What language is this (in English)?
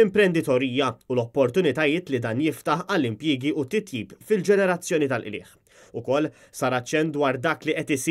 Maltese